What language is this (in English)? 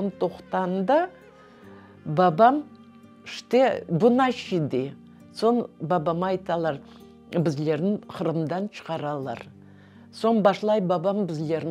Crimean Tatar